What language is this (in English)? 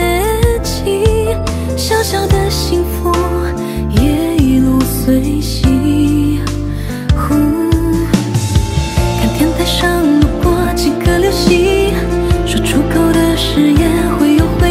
Chinese